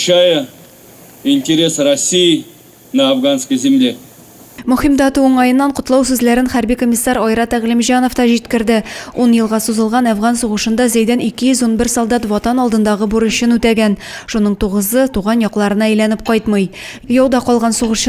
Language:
Tatar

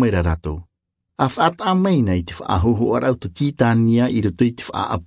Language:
Tahitian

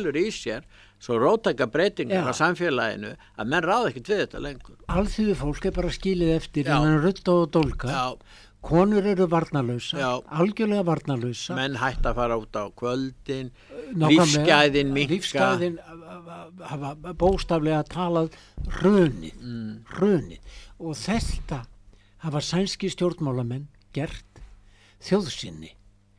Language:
Icelandic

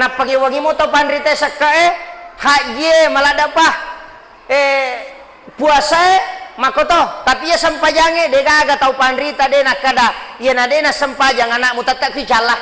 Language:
Buginese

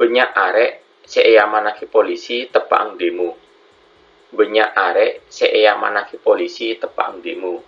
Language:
Madurese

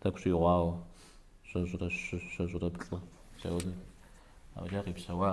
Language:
Kabardian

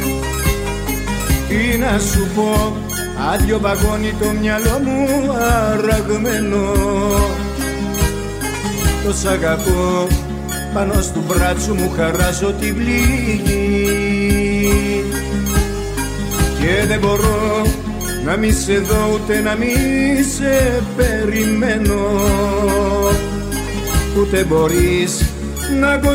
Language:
Greek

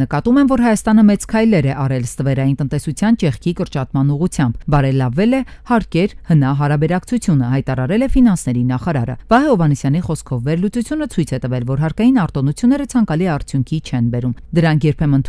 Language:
Armenian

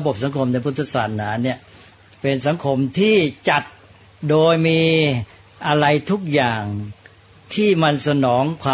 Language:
Thai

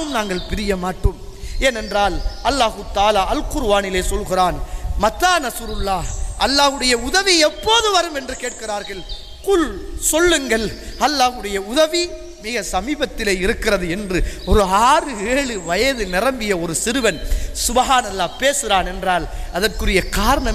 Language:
Tamil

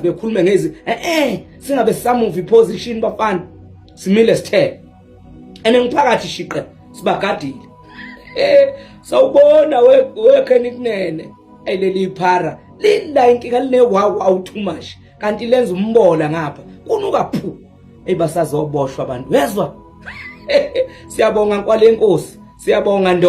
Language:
Zulu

